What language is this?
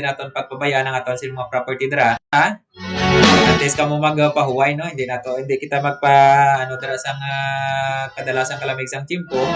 Hiligaynon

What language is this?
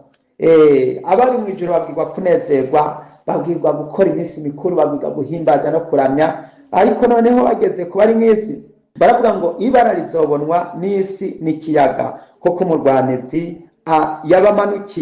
Rundi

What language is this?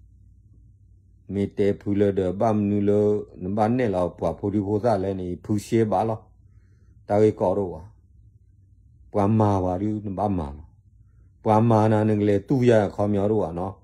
S'gaw Karen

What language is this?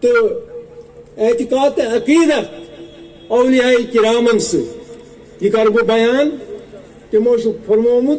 Kashmiri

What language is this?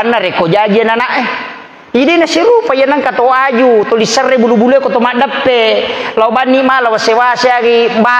Buginese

